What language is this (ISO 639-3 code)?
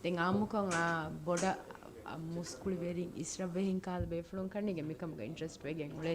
div